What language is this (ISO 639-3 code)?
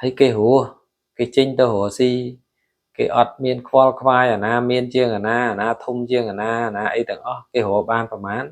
khm